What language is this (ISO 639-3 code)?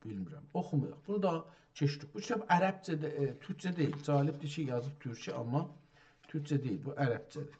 azb